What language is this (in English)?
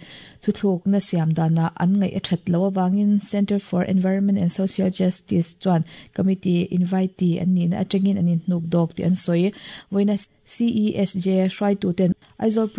Mizo